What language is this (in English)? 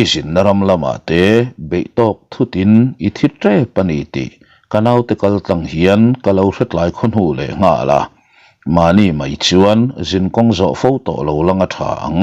Mizo